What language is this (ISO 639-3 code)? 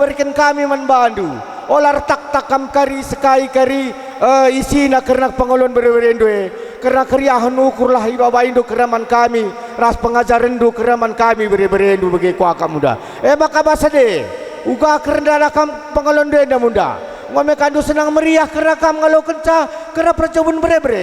btx